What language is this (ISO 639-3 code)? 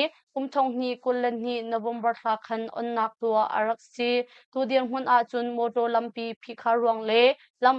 cnh